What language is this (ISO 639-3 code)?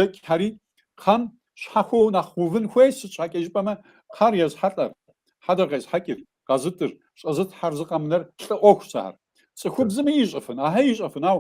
kbd